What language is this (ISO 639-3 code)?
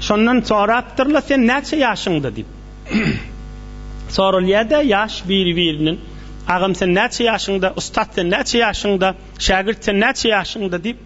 tuk